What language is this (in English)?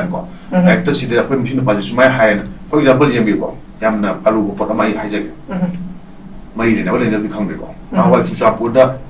Manipuri